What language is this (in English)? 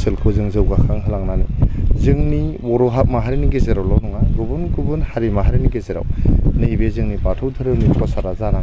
Bodo